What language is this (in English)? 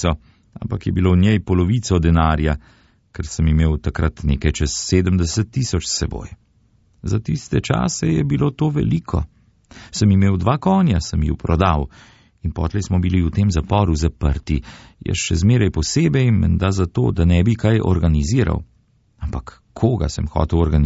Slovenian